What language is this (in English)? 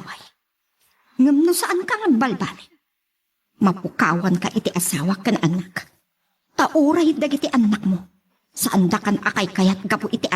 Iloko